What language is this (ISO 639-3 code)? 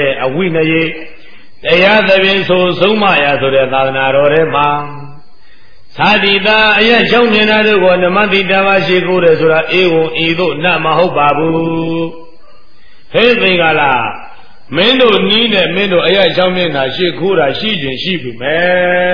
mya